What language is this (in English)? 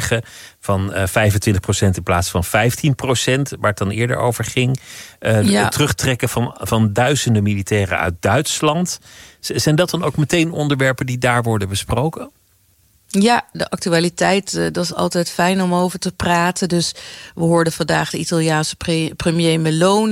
Dutch